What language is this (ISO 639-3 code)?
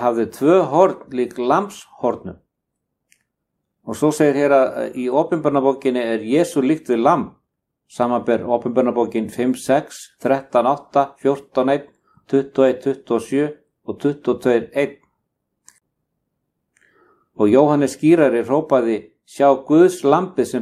isl